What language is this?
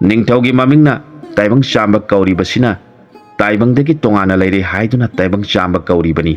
Manipuri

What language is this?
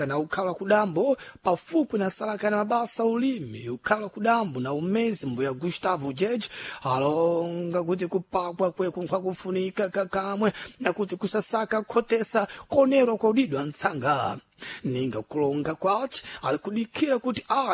Sena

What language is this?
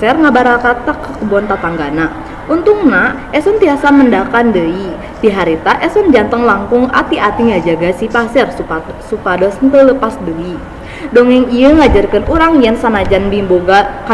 Sundanese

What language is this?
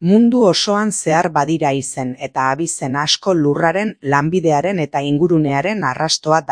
Basque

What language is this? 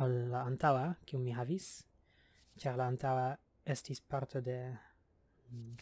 Esperanto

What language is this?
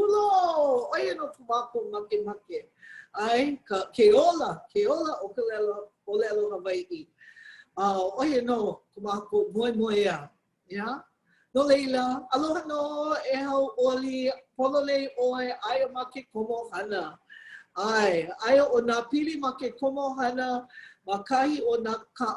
Hawaiian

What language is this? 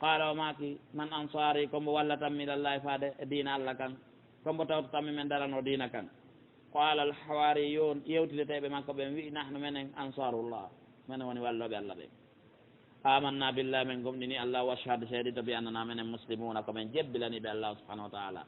Pular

